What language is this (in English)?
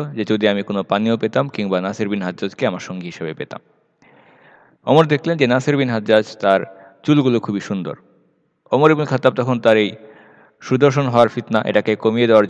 Bangla